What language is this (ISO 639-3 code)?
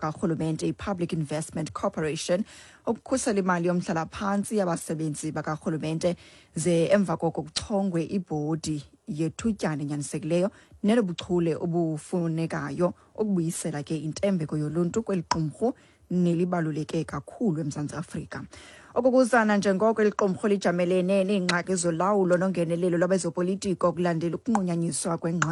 xho